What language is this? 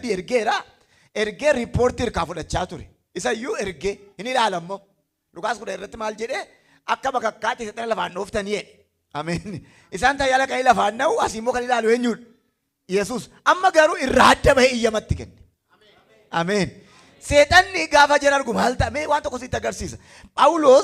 Oromo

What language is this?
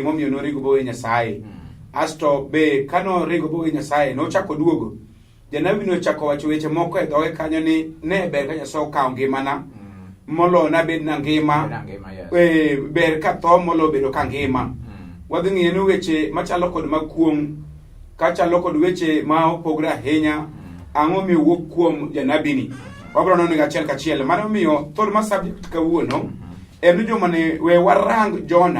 Luo (Kenya and Tanzania)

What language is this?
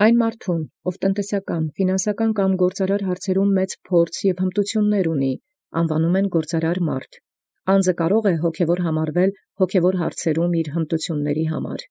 Armenian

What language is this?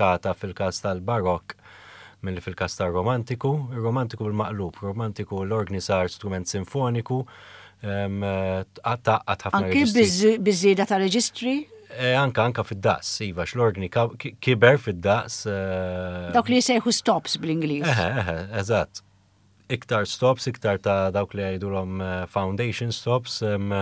Maltese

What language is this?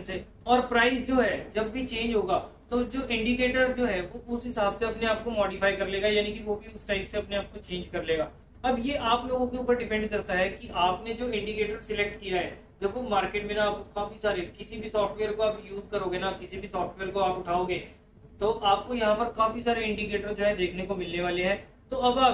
Hindi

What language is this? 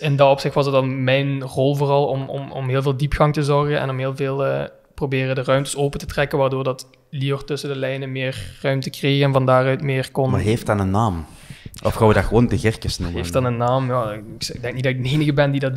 Dutch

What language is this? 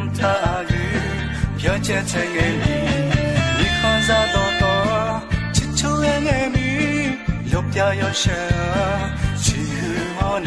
Akha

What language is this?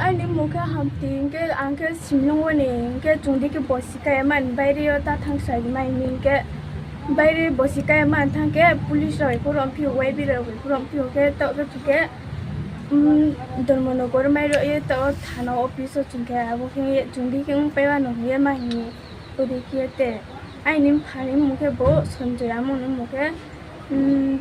Riang (India)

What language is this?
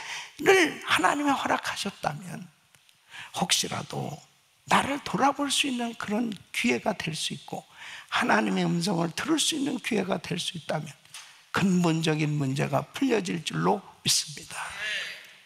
Korean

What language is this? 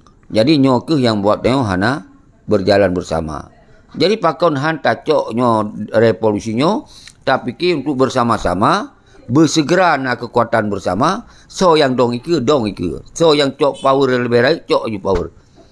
Achinese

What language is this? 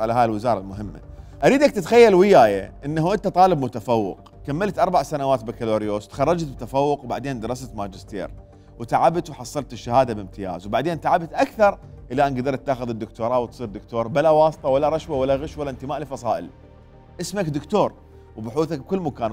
Mesopotamian Arabic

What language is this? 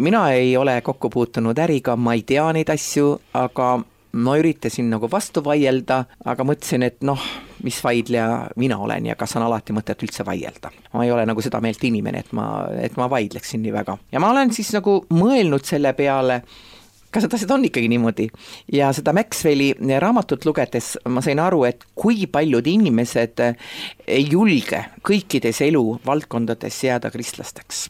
Estonian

